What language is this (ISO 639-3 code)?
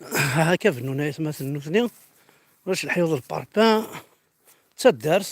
kab